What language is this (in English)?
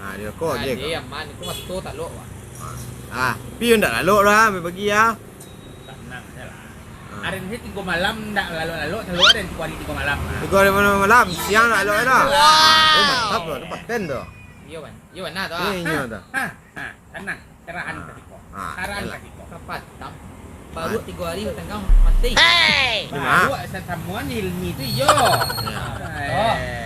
Minangkabau